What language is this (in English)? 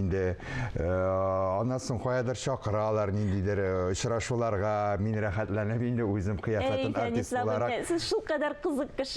Tatar